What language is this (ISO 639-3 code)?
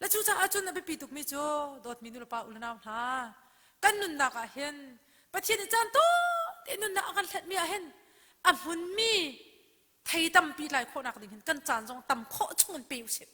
cnh